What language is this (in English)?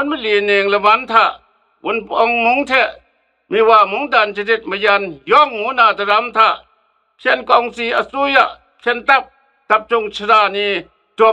Kachin